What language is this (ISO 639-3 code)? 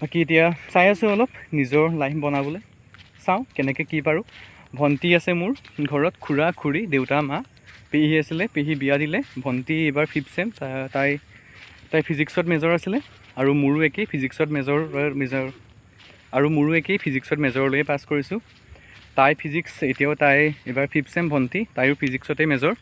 asm